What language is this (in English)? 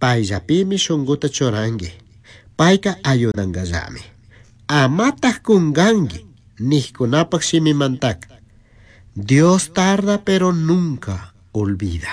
Chimborazo Highland Quichua